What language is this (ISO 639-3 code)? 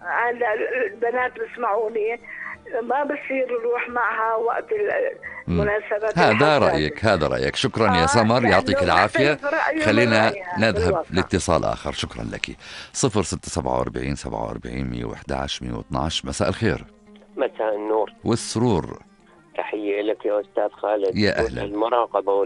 apc